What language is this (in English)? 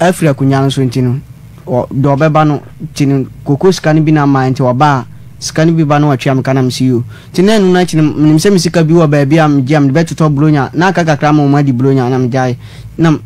Akan